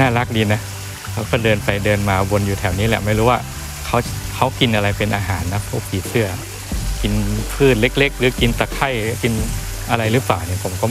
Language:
Thai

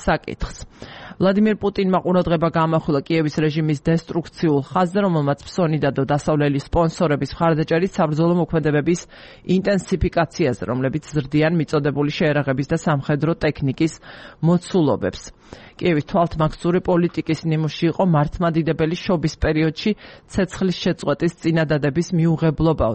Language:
Georgian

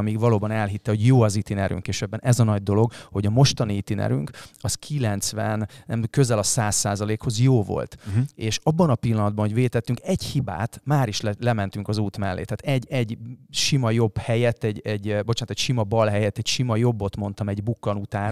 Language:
Hungarian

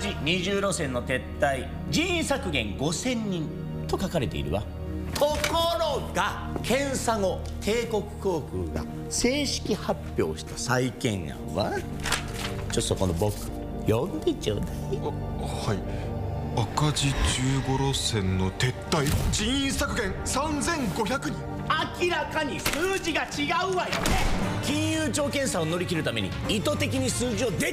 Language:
Japanese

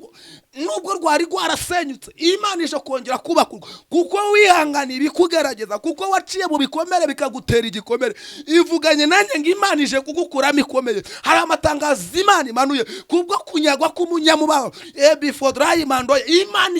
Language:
Kinyarwanda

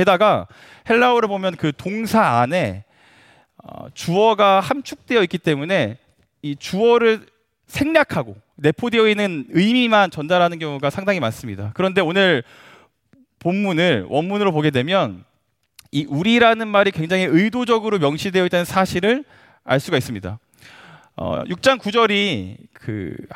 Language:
Korean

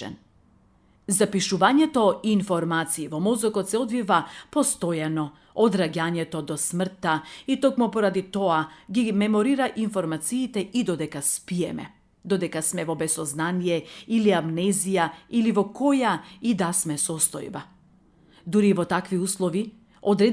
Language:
Macedonian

